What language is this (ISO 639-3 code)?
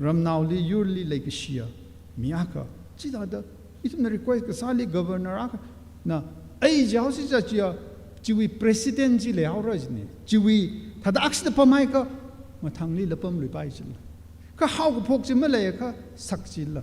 nmf